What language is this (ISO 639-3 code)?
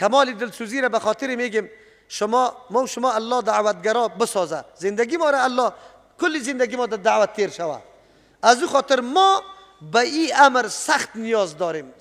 fas